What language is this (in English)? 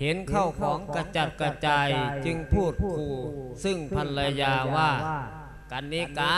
Lao